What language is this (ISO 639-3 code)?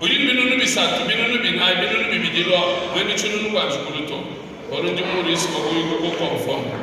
lua